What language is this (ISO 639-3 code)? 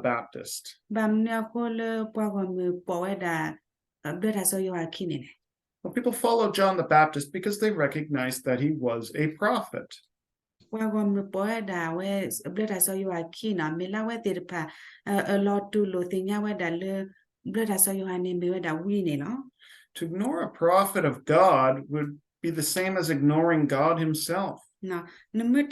ksw